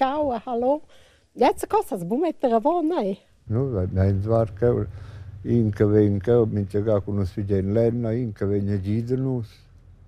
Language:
Romansh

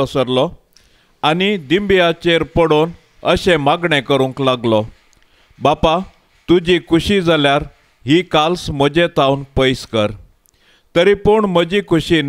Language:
Konkani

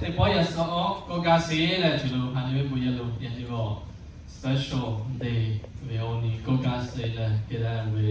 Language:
Lahu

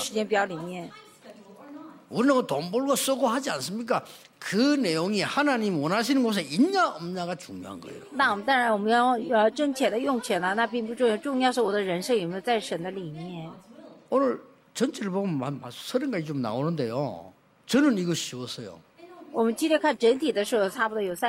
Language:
Korean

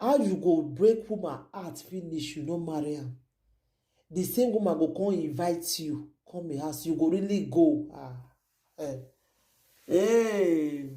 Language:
Nigerian Pidgin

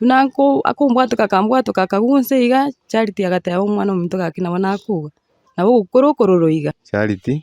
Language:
Gusii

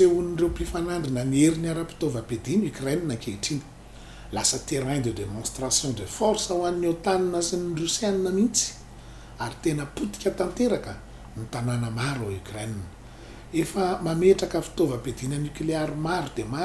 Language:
Malagasy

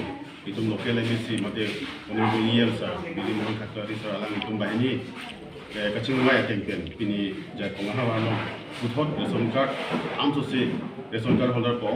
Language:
Karbi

